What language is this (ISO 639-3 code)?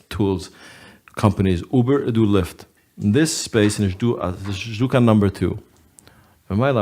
yid